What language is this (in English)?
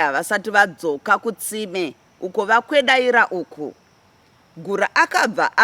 Shona